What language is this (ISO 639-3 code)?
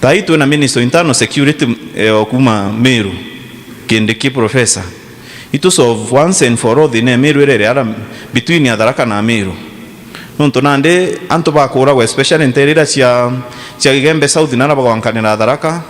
mer